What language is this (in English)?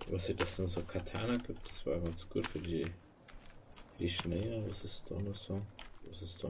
Bavarian